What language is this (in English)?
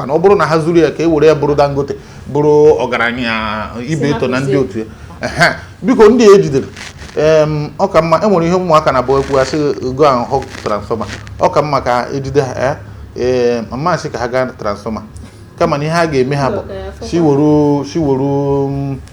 Igbo